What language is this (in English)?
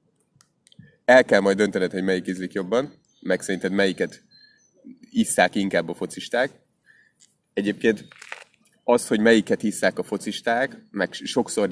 Hungarian